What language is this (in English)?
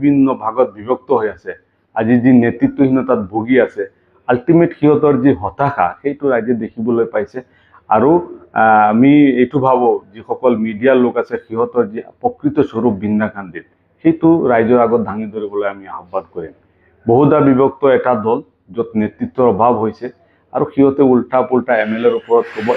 Assamese